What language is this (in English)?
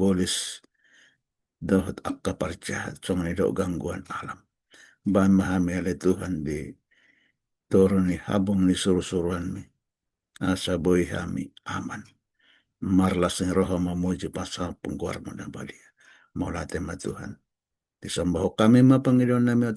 Batak Toba